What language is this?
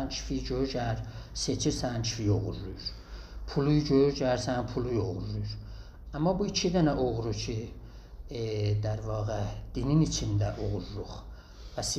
South Azerbaijani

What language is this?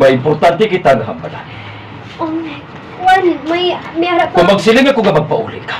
Hiligaynon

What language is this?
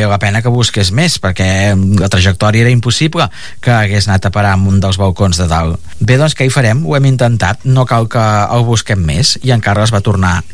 Catalan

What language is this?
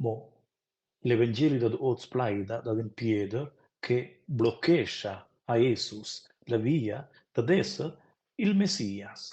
Romansh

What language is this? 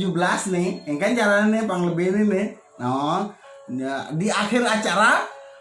Balinese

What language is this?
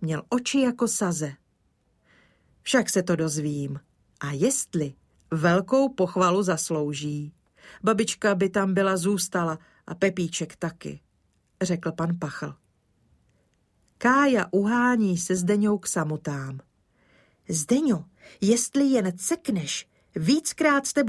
Czech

